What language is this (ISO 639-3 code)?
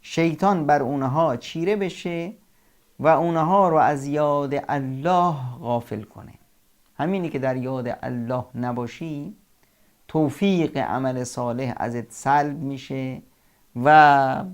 fas